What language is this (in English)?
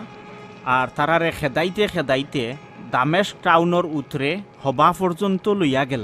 Sylheti